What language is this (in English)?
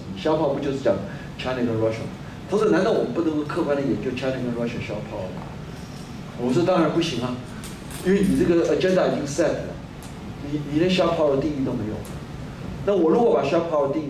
Chinese